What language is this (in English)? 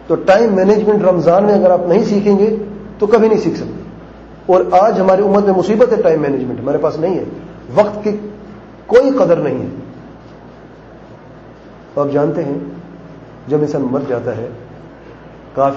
Urdu